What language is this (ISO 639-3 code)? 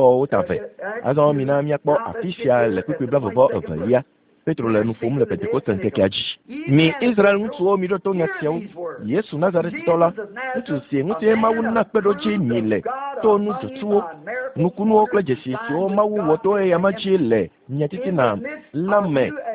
ewe